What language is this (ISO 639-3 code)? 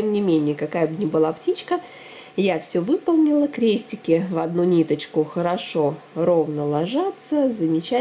rus